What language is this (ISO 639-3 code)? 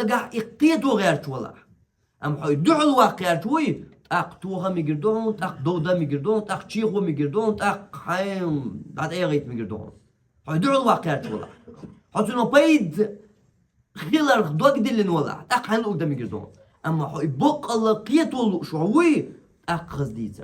che